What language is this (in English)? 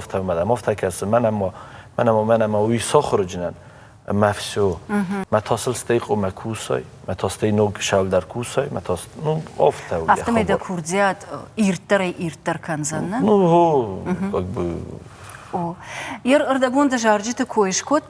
Ossetic